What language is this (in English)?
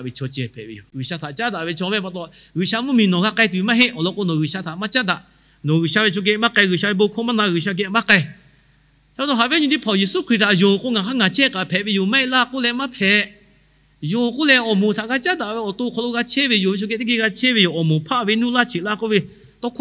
Lahu